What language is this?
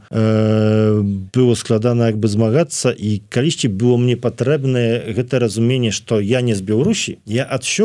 Belarusian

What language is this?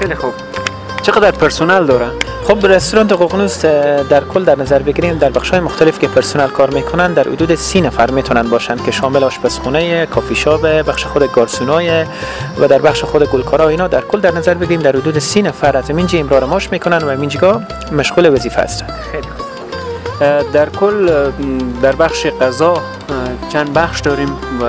Persian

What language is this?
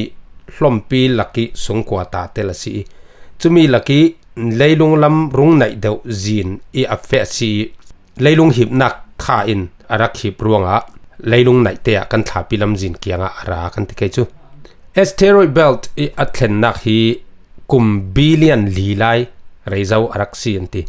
Falam Chin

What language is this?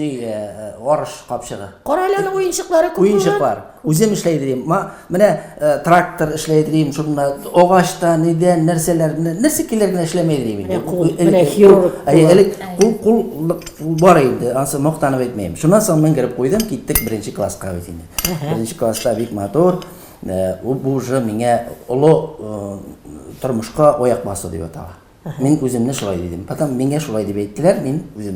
Tatar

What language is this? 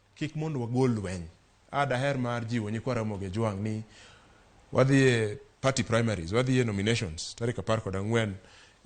Luo (Kenya and Tanzania)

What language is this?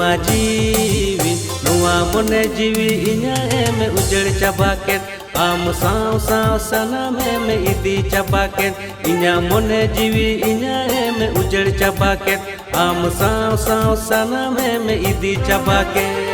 Santali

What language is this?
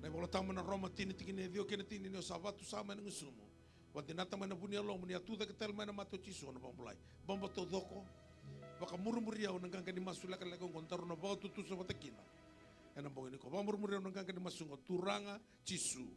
Fijian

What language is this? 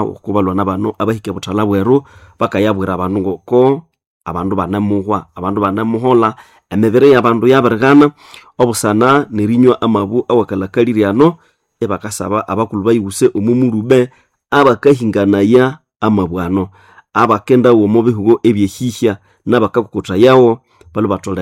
Nande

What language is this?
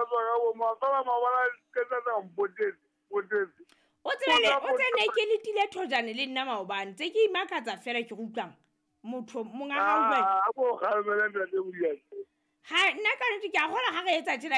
Southern Sotho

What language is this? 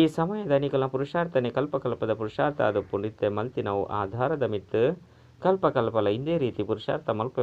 Tulu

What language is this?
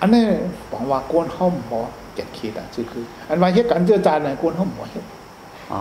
Shan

